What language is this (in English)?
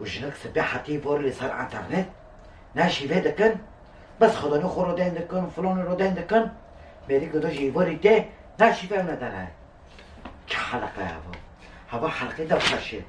Kurdish